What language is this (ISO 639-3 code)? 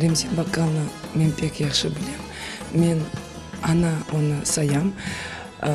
crh